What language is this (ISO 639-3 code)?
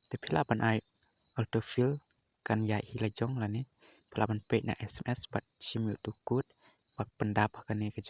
kha